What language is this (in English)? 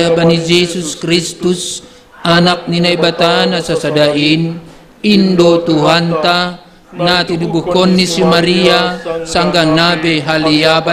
Batak Simalungun